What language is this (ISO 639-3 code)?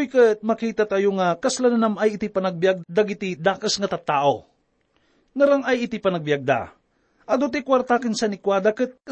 ilo